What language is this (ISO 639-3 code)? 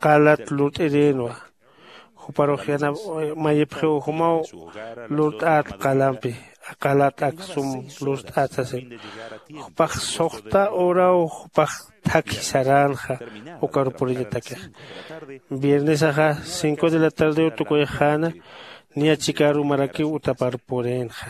aym